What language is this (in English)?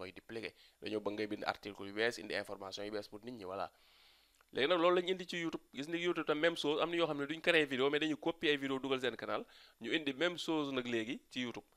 Wolof